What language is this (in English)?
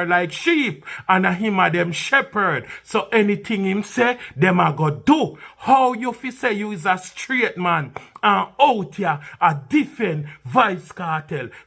Jamaican Creole English